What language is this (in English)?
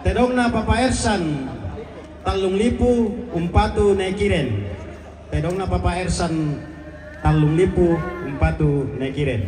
Toraja-Sa'dan